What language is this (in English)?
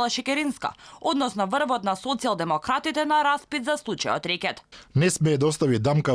Macedonian